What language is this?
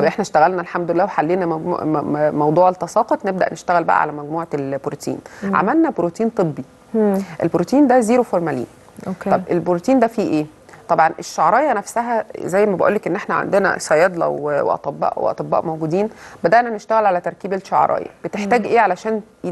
Egyptian Arabic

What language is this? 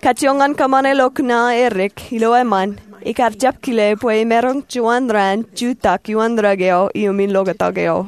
Marshallese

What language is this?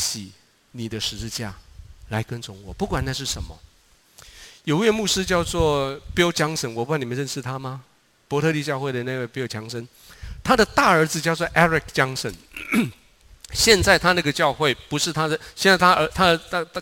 Chinese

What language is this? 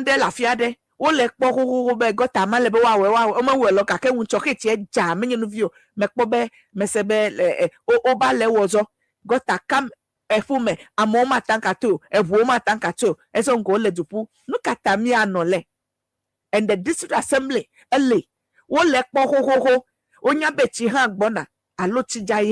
Ewe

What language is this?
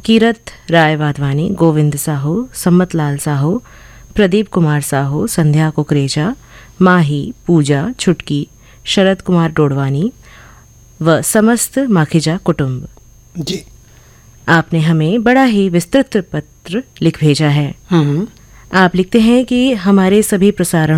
Hindi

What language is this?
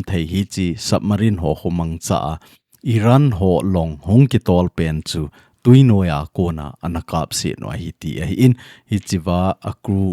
Thado Chin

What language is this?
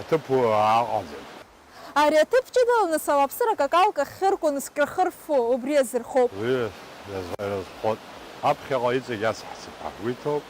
Abkhazian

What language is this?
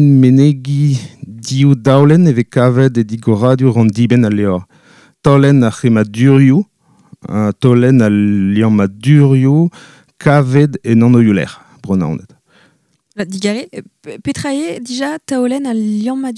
Breton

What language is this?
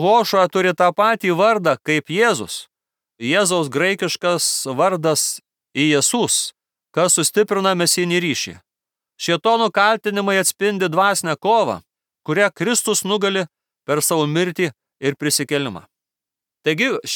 Lithuanian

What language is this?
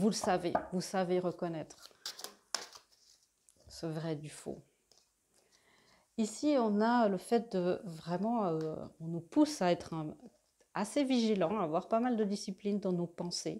French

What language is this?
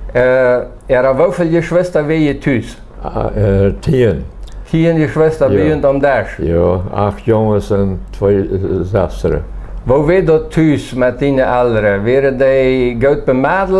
Plautdietsch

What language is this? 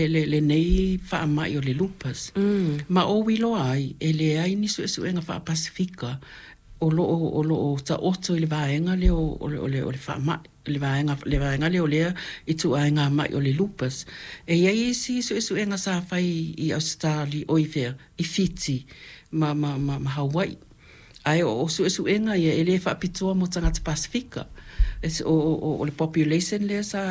Samoan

